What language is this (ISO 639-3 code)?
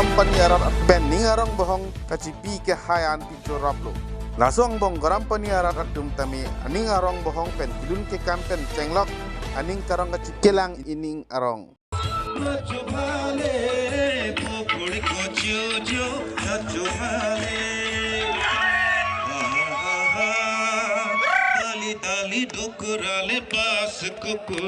mjw